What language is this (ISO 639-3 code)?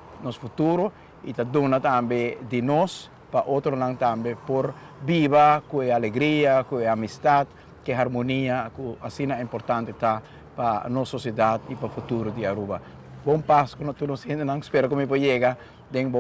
pap